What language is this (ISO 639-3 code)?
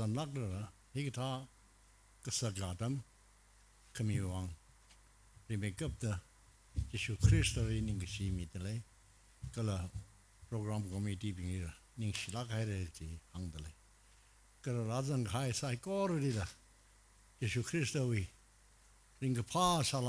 nmf